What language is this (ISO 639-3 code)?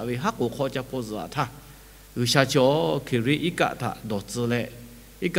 lhu